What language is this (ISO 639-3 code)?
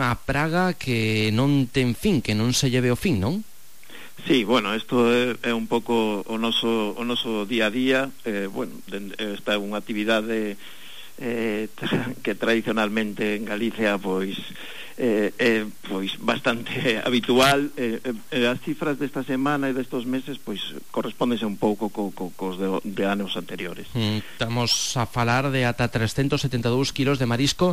glg